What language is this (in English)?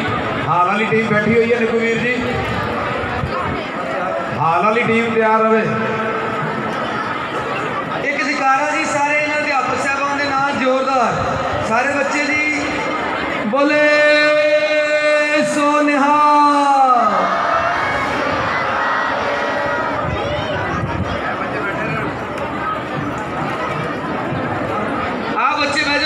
Punjabi